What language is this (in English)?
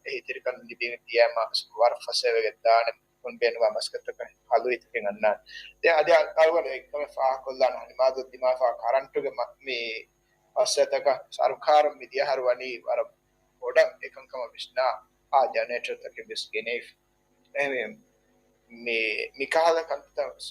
Divehi